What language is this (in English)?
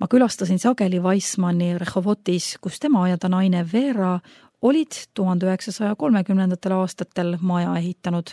Estonian